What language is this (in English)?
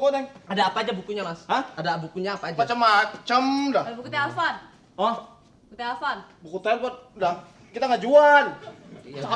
Betawi